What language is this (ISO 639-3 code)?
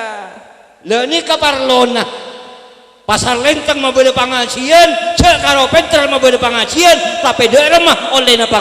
mad